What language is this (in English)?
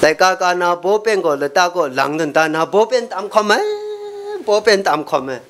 Kachin